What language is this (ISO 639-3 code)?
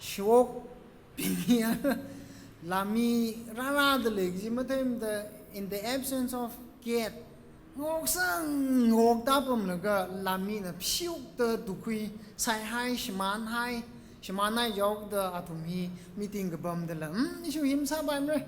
nmf